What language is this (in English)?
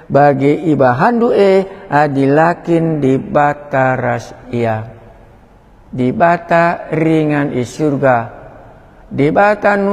Batak Karo